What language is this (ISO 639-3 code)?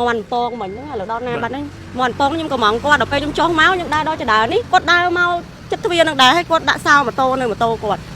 khm